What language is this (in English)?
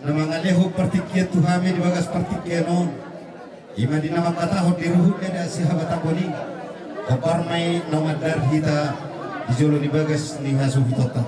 Batak Toba